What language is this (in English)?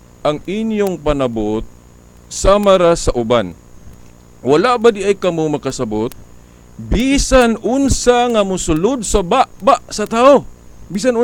Cebuano